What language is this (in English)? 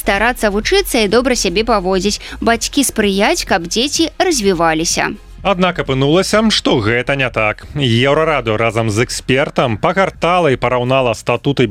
Belarusian